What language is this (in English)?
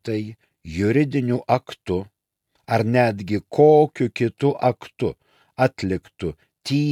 Lithuanian